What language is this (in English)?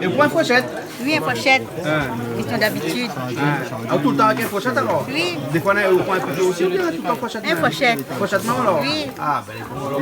Réunion Creole French